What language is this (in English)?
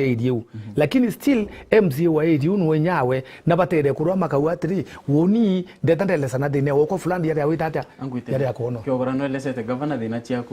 Meru